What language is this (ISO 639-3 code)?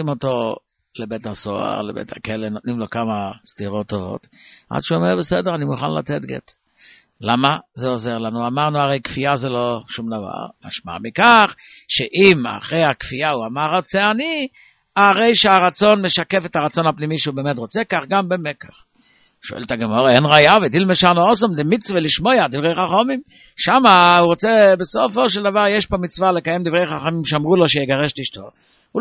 heb